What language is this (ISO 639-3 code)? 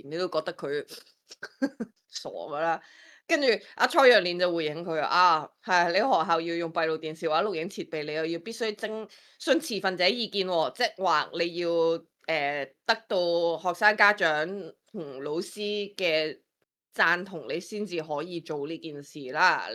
yue